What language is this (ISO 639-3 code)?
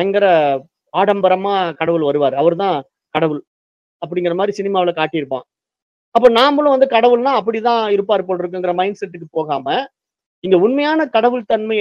tam